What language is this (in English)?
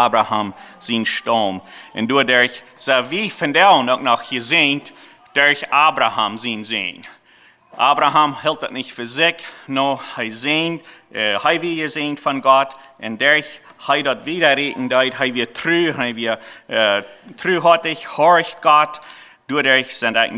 Plautdietsch